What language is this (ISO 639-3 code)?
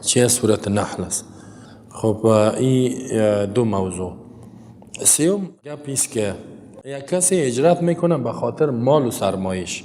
fas